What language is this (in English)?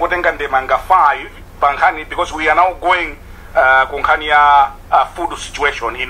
Nyanja